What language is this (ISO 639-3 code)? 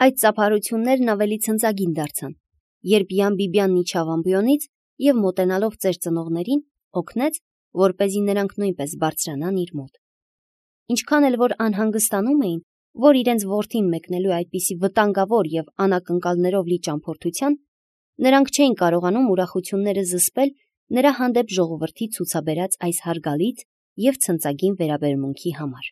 hye